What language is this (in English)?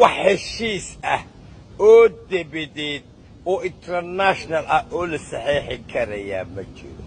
Somali